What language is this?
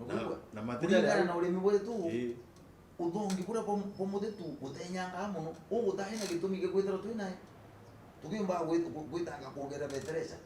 Meru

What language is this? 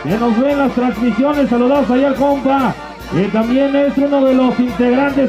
Tlahuitoltepec Mixe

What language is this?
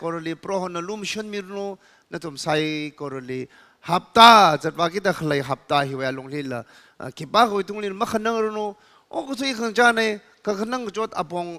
Tangkhul Naga (India)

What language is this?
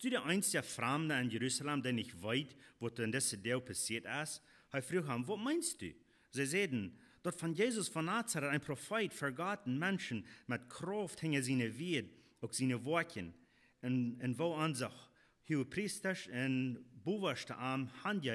Plautdietsch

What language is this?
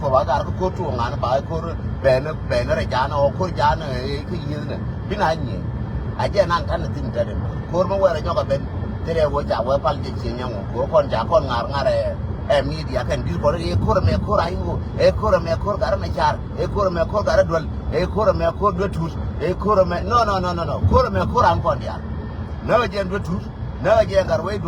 Nuer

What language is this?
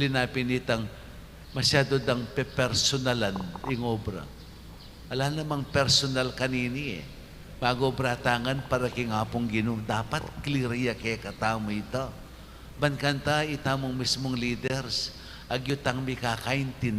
Pampanga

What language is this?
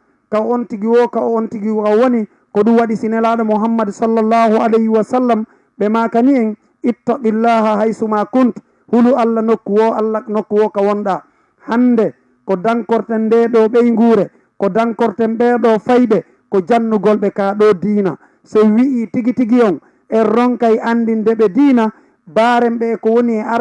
Fula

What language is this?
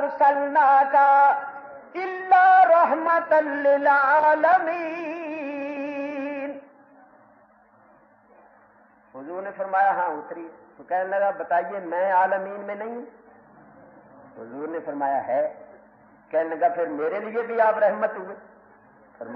Urdu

